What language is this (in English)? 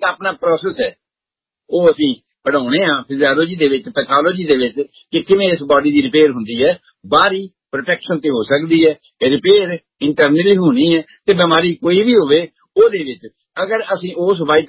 Punjabi